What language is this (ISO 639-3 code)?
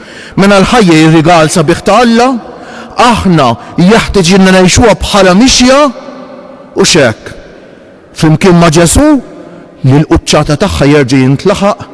mlt